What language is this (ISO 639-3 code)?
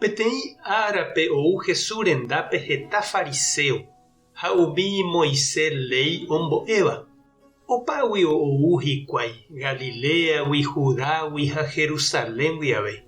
grn